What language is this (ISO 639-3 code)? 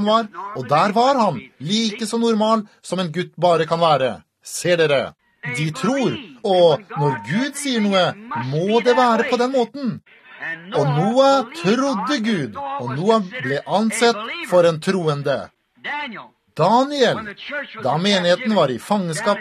nor